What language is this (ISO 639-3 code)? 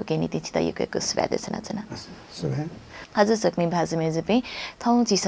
new